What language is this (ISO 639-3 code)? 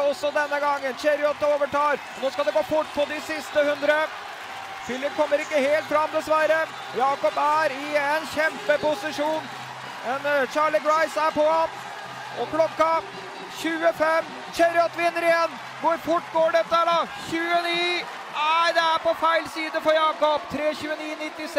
nor